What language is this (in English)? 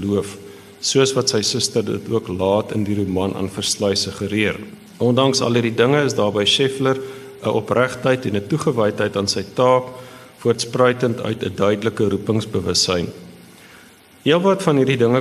Afrikaans